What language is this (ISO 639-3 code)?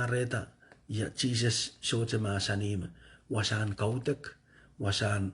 pon